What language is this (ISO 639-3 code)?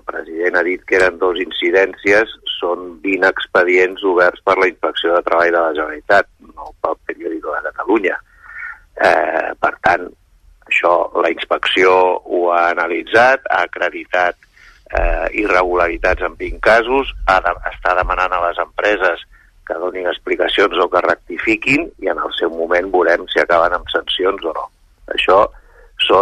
cat